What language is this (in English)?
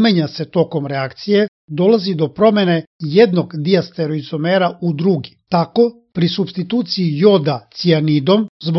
Serbian